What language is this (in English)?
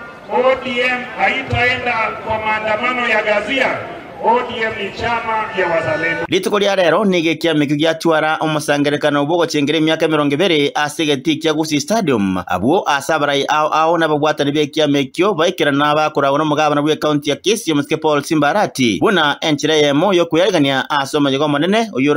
Gusii